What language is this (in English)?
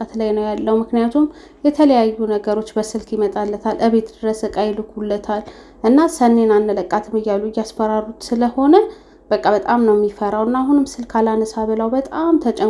Amharic